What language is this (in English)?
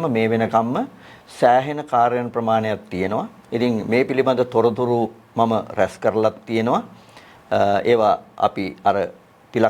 Sinhala